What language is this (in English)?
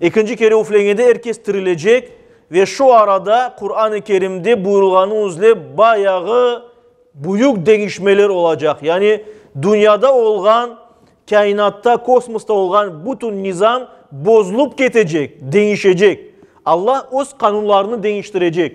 Crimean Tatar